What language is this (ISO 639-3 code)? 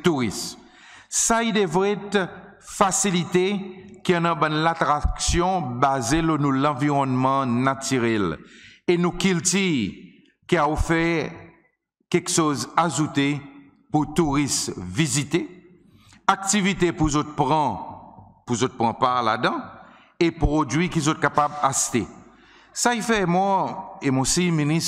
crs